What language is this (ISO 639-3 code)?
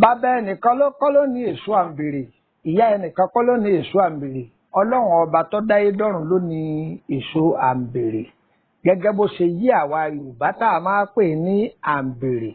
yor